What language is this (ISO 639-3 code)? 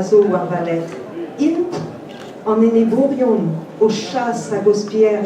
bre